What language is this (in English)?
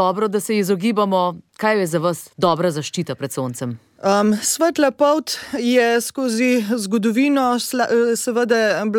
Slovenian